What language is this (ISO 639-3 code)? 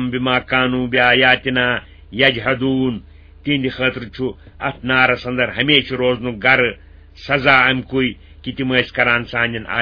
kas